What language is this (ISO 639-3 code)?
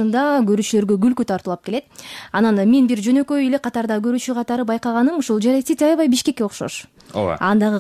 kir